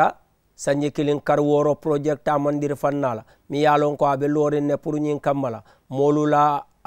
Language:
Mandingo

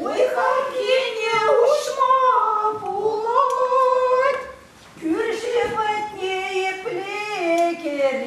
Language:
Chuvash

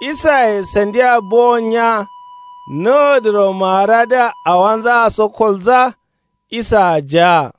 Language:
Kanuri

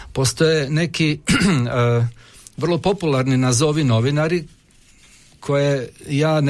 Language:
Croatian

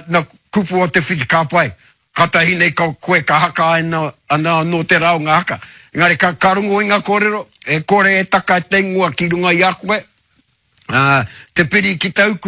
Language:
Māori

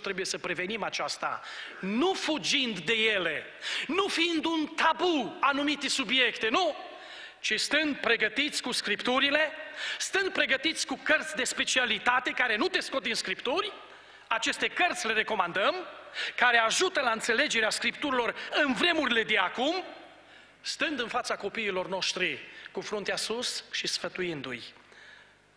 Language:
Romanian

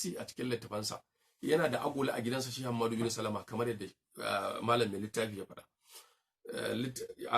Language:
Hausa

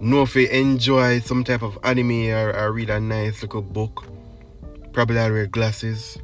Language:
Jamaican Creole English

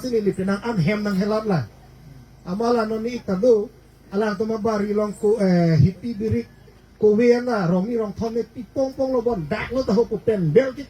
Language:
Karbi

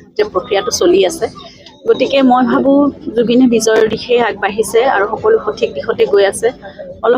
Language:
Assamese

